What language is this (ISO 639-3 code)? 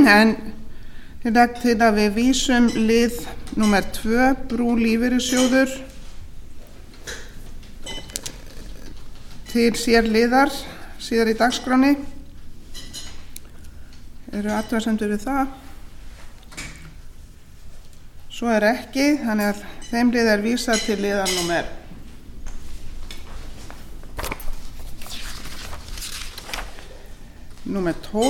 isl